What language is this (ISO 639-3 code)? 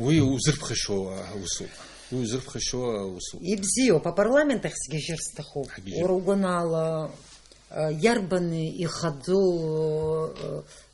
abk